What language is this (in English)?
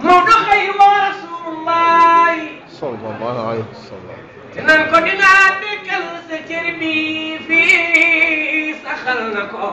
Wolof